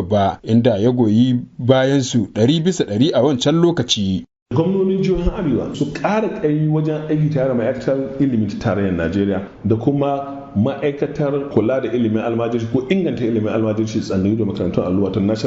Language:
Hausa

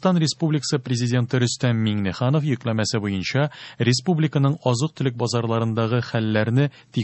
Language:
Tatar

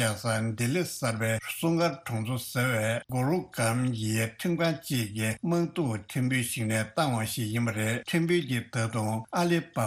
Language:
Tibetan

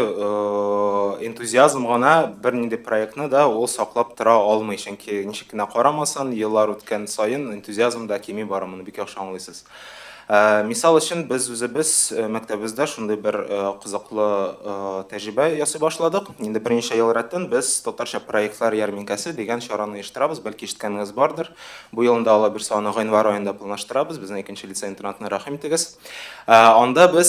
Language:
Tatar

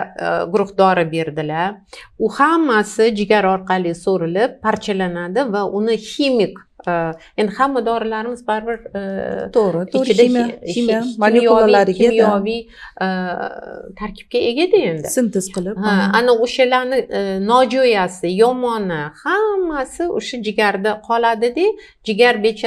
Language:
Uzbek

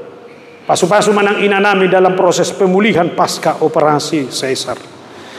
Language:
Batak Toba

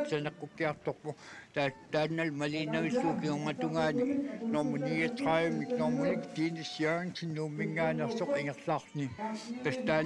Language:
Kalaallisut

